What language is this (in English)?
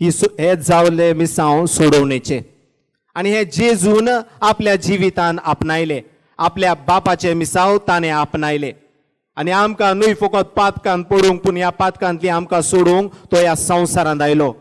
Konkani